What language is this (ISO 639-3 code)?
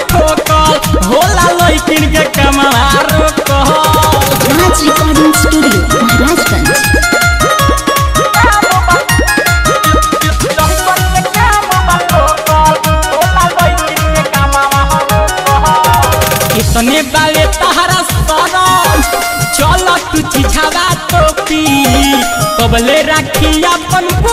bho